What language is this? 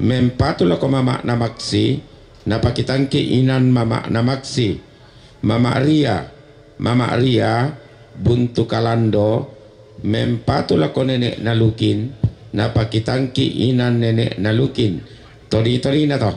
Toraja-Sa'dan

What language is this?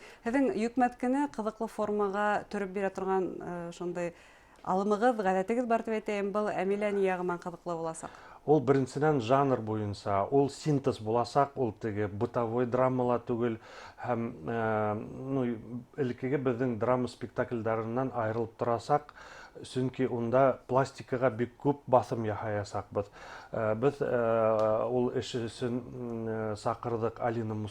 Bashkir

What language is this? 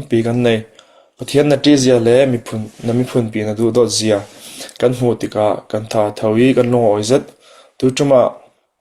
Falam Chin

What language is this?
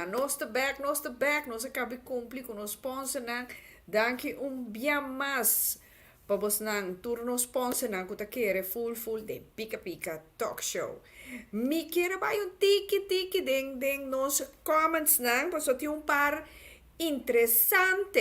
Papiamento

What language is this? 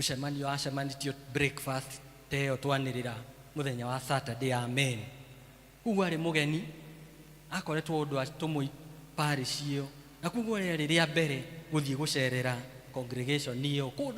Kikuyu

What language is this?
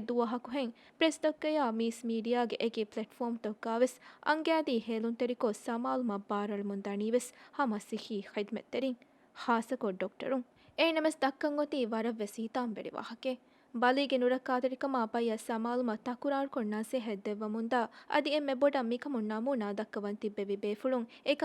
Divehi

